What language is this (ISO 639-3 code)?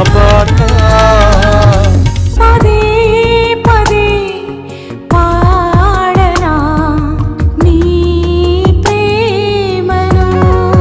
tel